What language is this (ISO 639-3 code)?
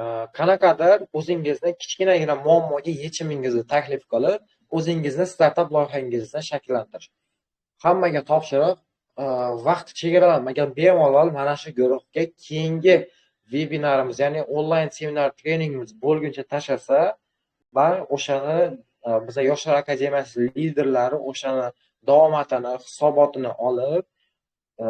uzb